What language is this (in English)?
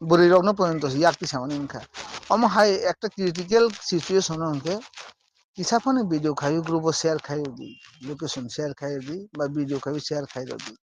Kok Borok